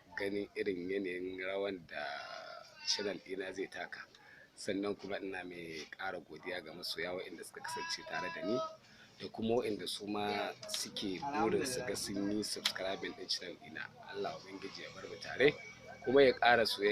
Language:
Hausa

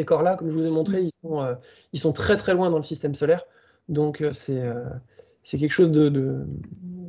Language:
French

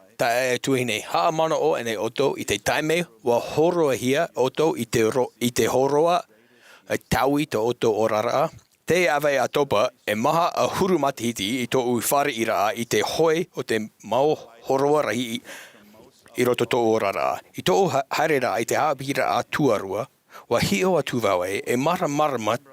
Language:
Tahitian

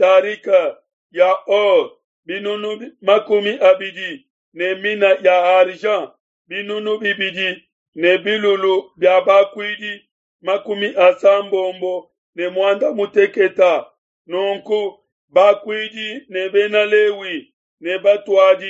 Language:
Luba-Lulua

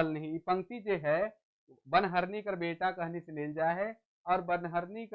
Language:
Sadri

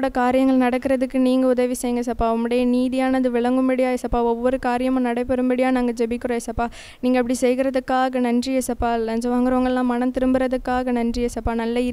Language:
Tamil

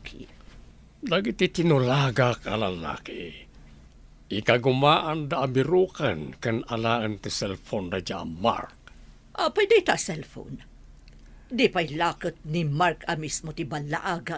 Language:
Iloko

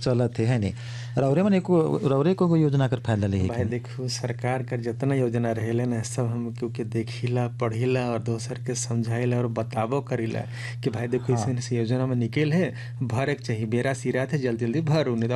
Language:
Bhojpuri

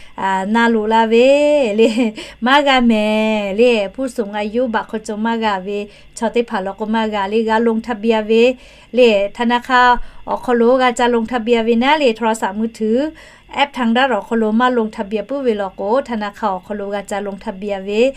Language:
Lahu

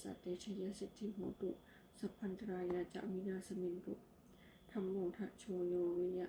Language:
Pali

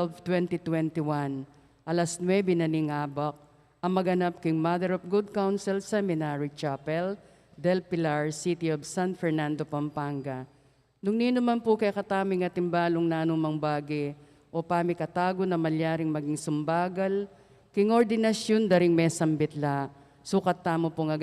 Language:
Pampanga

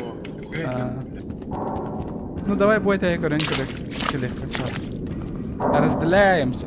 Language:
Yakut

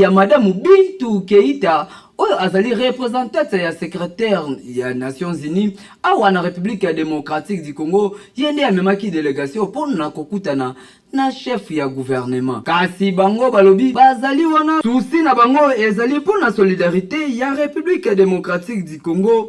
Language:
Lingala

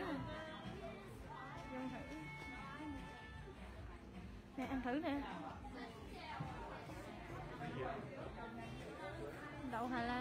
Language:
Vietnamese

